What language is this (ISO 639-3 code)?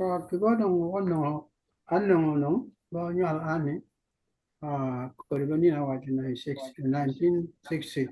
ach